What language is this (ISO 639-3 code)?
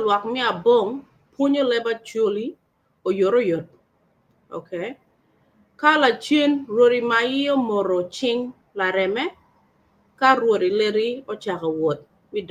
ach